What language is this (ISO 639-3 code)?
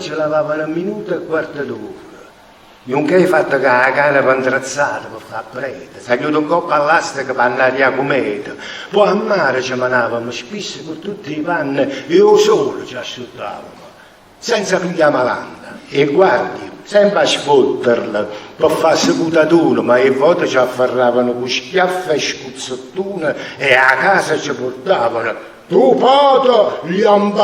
nap